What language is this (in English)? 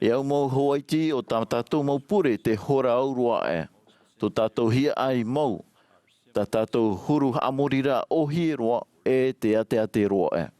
Tahitian